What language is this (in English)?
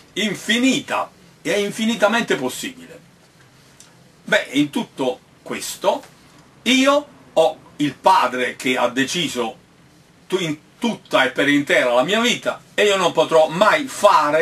Italian